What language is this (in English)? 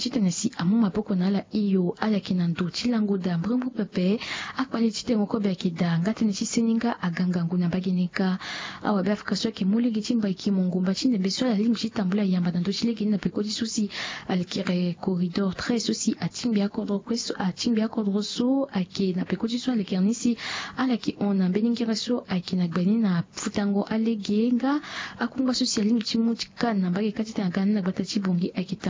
Sango